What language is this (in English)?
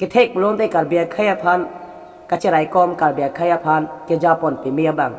Karbi